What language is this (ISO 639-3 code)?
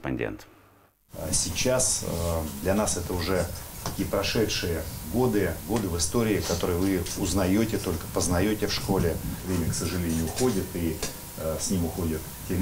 rus